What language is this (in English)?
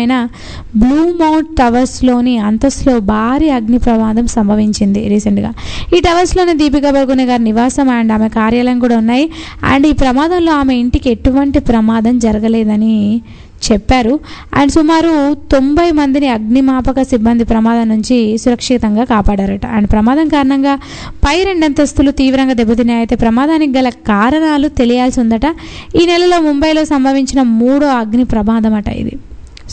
Telugu